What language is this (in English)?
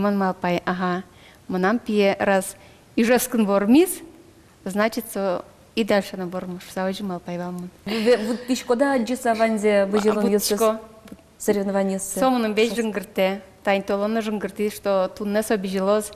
Udmurt